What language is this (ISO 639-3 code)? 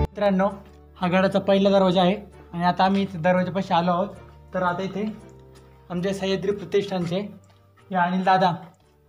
mar